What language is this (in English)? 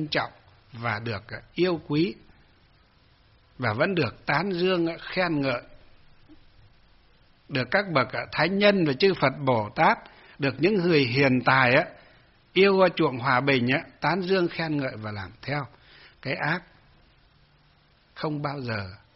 Vietnamese